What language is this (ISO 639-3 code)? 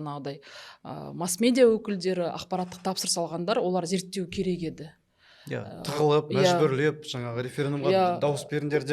kaz